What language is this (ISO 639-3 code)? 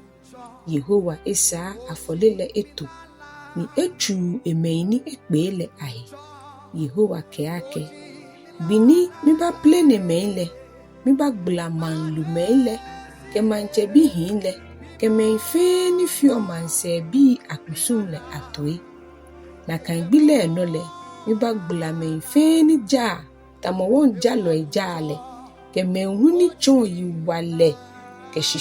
gaa